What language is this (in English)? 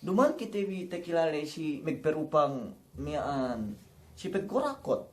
Yakan